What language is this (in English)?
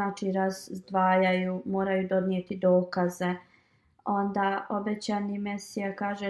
Bosnian